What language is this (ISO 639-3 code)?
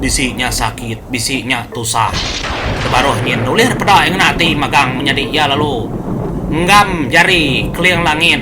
iba